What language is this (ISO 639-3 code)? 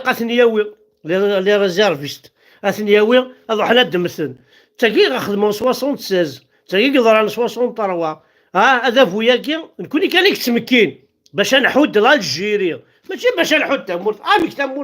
kab